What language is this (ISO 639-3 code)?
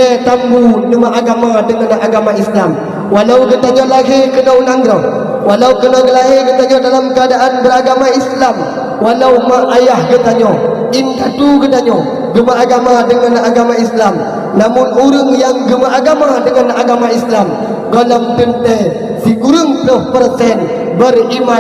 ace